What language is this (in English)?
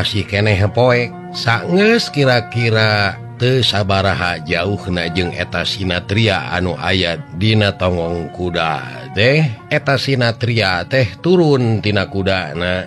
Sundanese